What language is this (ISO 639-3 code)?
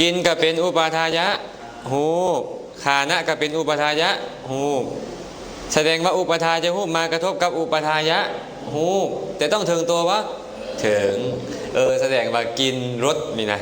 lao